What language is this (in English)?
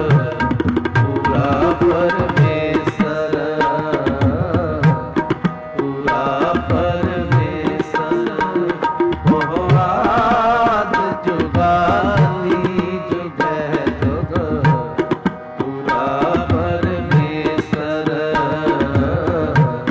Punjabi